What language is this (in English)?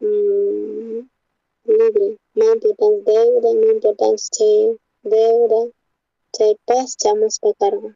South Bolivian Quechua